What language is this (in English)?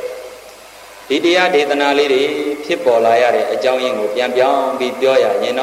Burmese